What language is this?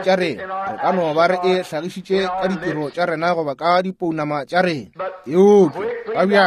Northern Sotho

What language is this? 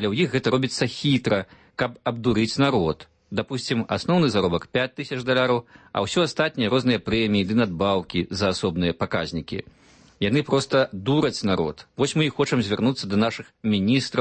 Belarusian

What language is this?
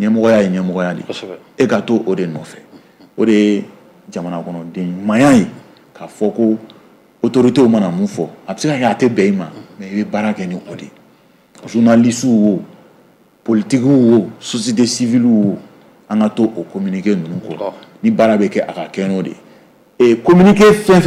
Bambara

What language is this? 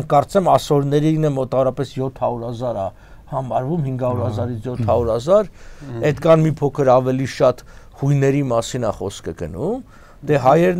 Armenian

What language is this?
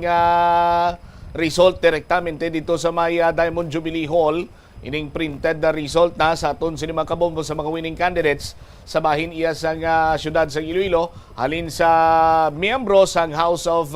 Hiligaynon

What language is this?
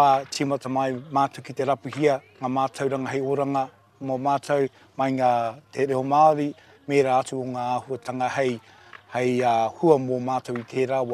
Māori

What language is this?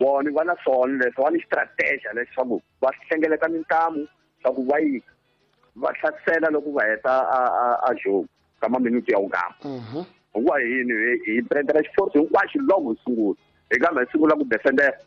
Tsonga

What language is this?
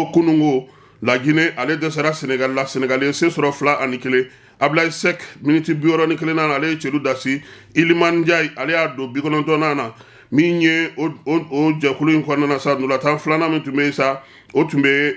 Bambara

